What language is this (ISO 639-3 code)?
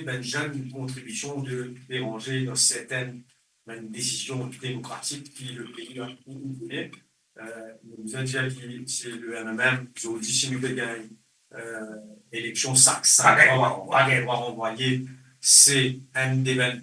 mfe